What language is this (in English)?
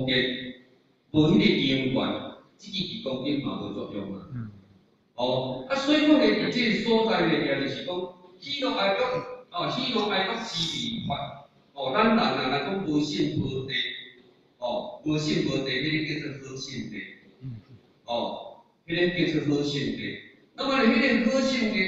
Min Nan Chinese